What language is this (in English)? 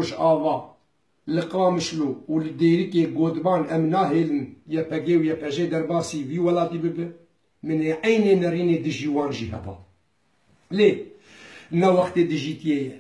Kurdish